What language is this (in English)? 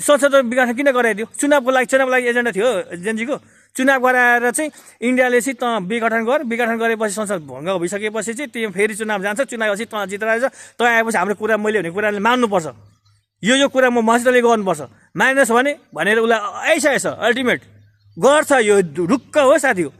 Nepali